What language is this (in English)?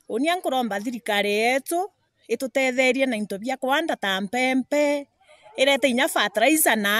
Meru